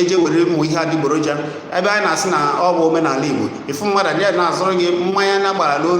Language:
Igbo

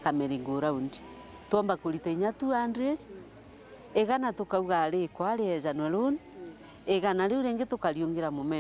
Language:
Meru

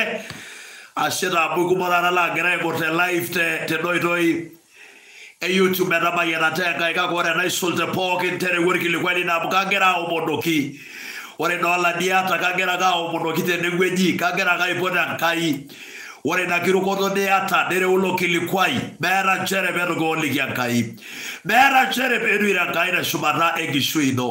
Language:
Masai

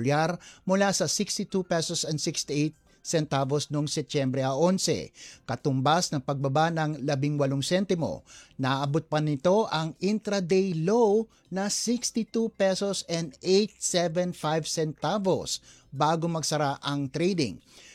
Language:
Filipino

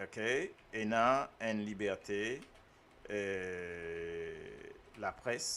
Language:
Morisyen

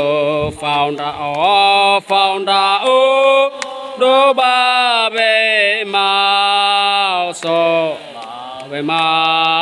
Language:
Nias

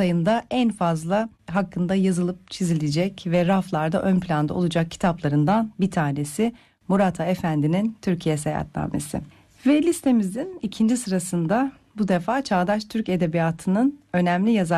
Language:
Turkish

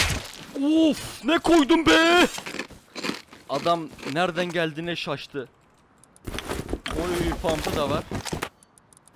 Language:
Turkish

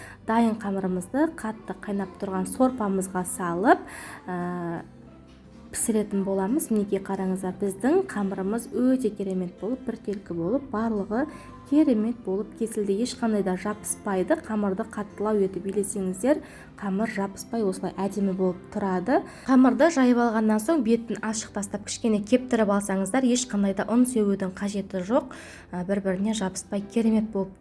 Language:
Kazakh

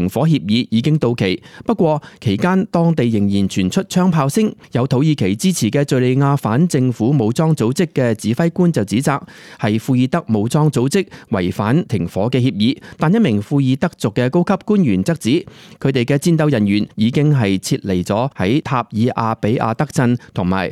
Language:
Cantonese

